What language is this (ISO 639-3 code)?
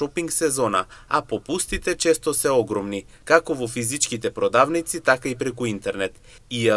mkd